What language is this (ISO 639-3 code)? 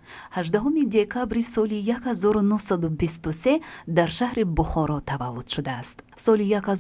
tgk